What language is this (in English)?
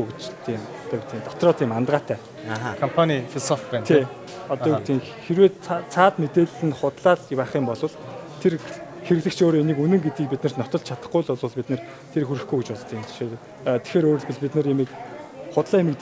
Mongolian